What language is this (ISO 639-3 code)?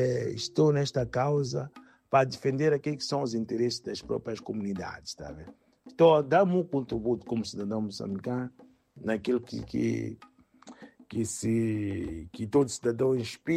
por